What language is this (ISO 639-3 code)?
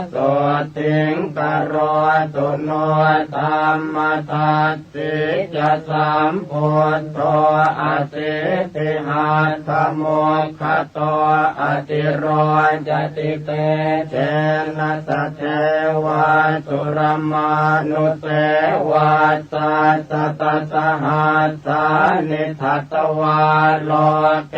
pli